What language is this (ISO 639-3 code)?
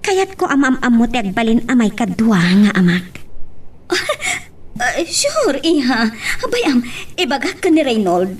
ilo